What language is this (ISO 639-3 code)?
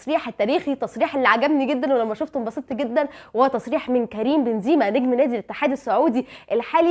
arz